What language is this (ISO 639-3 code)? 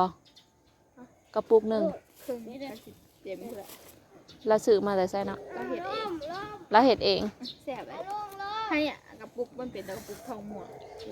tts